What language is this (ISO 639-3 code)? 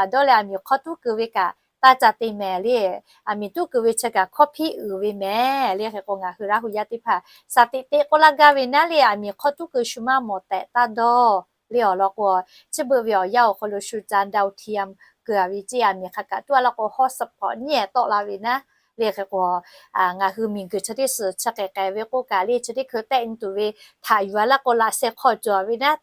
lhu